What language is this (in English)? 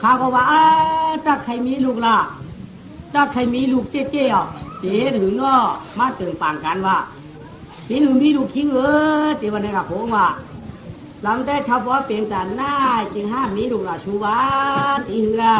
Shan